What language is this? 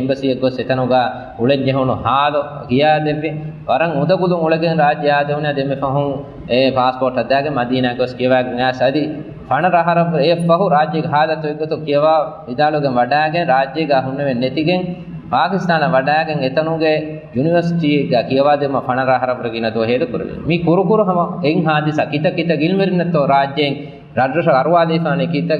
Divehi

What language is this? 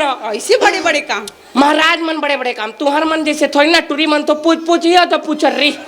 Chhattisgarhi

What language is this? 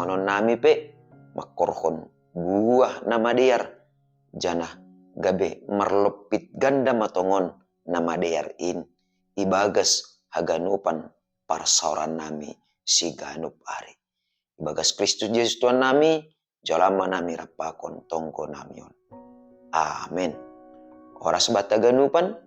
Batak Simalungun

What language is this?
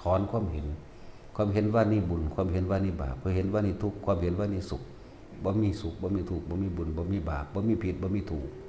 Northeastern Thai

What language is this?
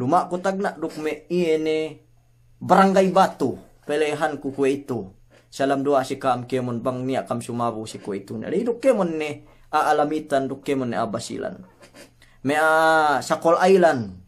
Yakan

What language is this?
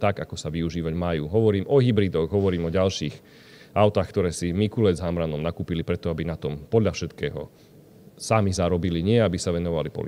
Slovak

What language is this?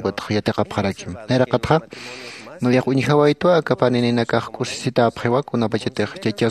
Aymara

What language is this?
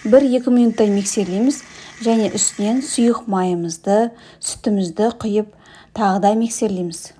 Kazakh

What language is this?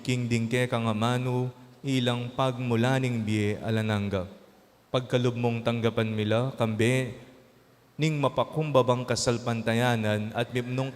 Pampanga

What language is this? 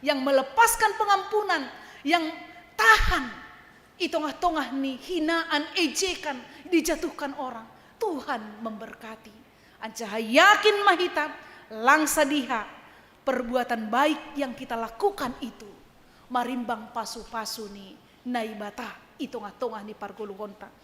Batak Simalungun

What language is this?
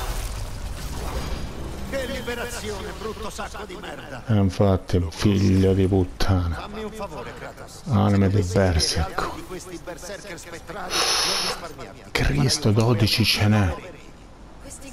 Italian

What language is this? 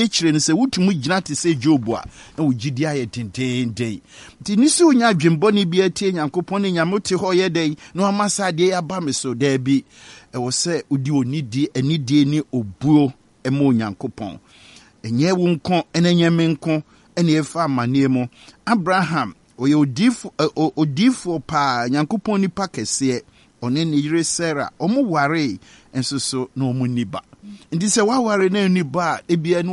Akan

